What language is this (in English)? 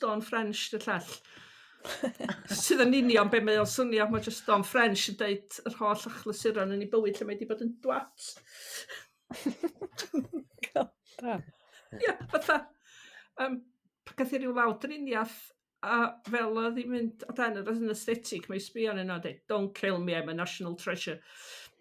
Welsh